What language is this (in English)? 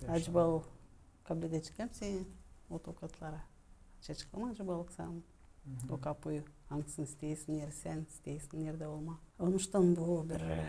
Gagauz